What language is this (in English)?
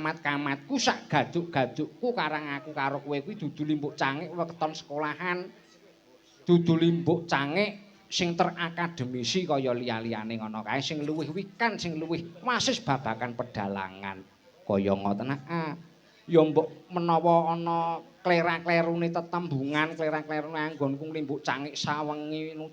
Javanese